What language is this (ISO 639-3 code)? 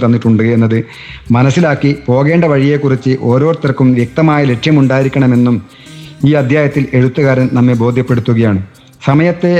mal